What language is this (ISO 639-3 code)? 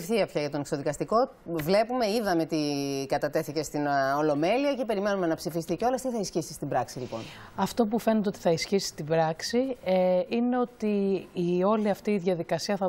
ell